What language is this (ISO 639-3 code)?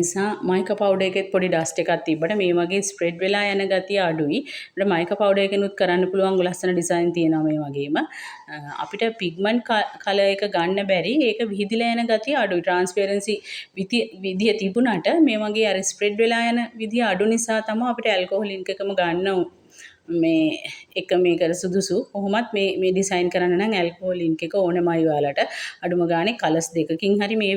sin